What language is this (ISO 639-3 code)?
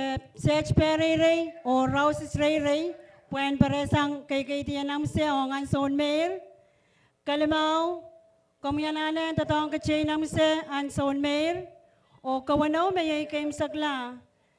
pon